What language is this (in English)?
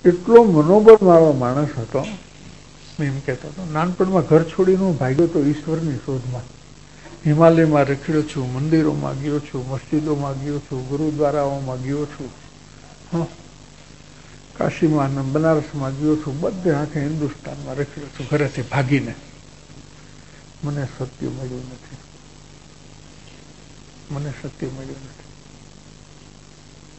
Gujarati